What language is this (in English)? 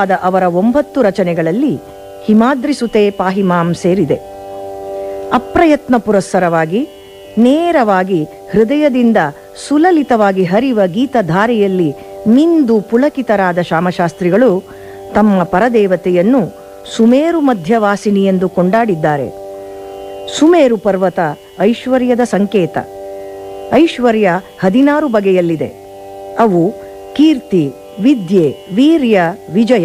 Kannada